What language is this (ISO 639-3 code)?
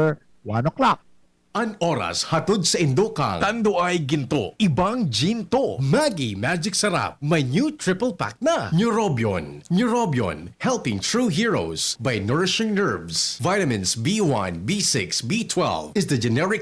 bik